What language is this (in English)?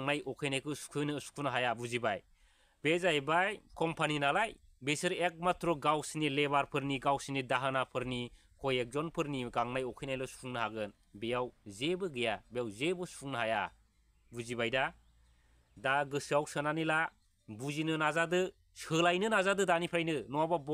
Bodo